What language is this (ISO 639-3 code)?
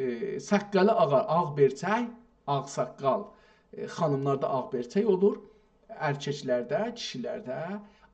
azb